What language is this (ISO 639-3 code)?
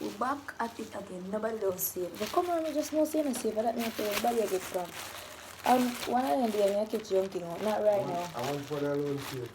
jam